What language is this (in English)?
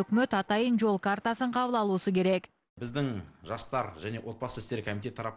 Kyrgyz